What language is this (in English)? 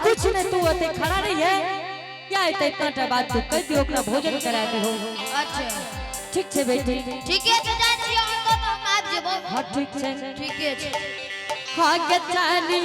Angika